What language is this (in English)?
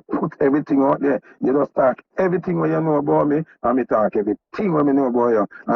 Jamaican Creole English